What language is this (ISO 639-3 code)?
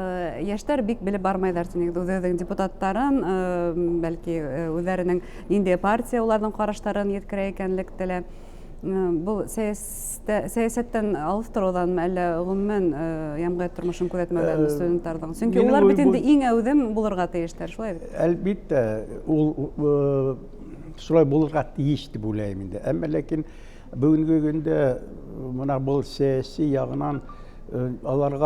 bak